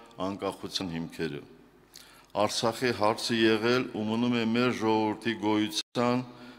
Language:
Armenian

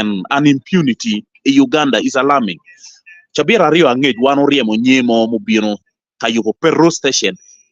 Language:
Acoli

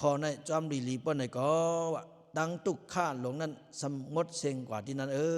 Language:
Lao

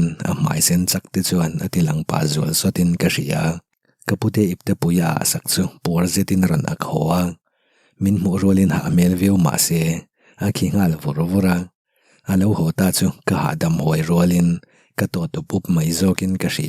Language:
Mizo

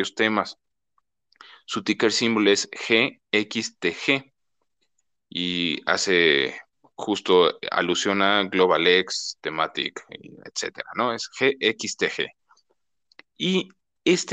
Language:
Spanish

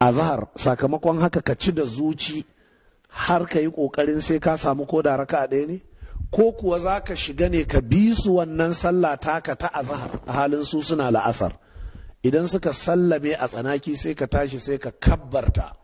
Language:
Hausa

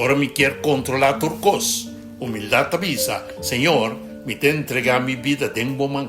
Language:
Papiamento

